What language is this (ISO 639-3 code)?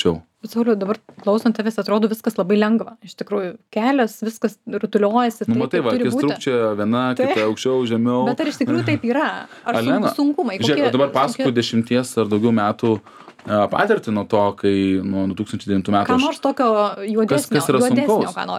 lit